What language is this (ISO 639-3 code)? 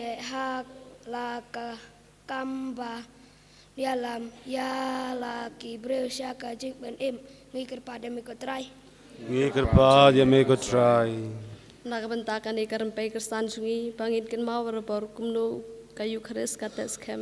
kha